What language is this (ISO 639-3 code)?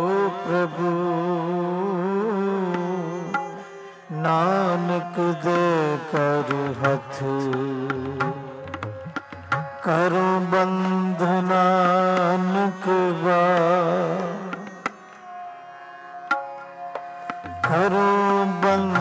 pan